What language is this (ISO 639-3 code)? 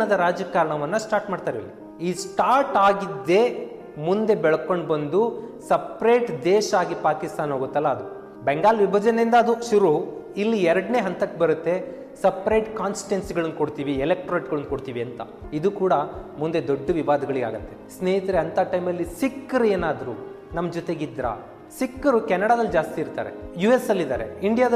kan